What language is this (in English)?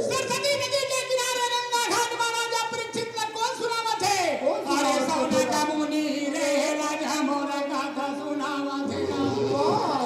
Chhattisgarhi